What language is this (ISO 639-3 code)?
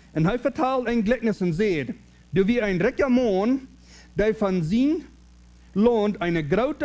pdt